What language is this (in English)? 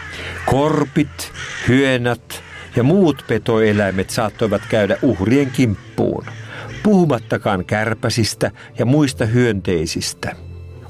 Finnish